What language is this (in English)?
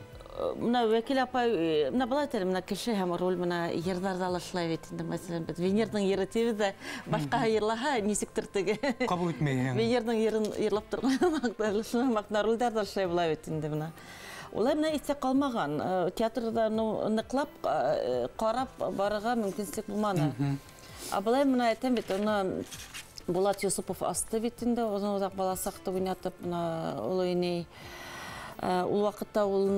Bashkir